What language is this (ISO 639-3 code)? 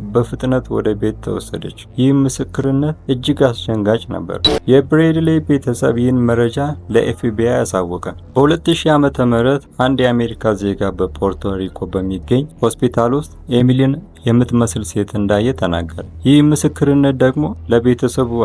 amh